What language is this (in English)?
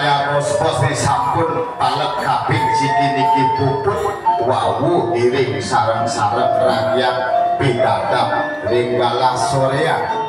Balinese